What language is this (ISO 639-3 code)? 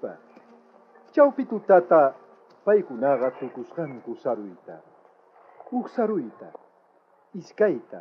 quh